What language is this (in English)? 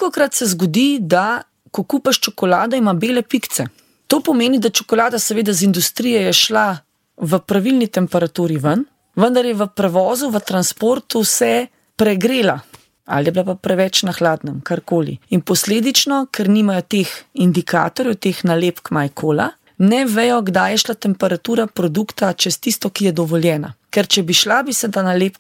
Slovenian